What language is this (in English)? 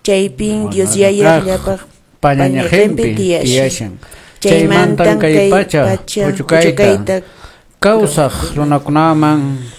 Quechua